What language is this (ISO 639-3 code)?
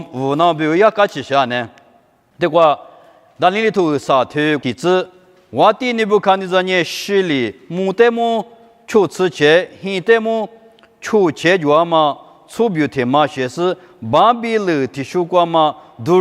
lis